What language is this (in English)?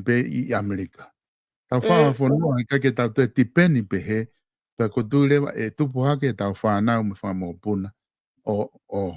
Tongan